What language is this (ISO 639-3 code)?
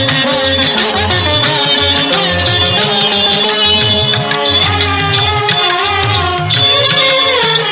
kan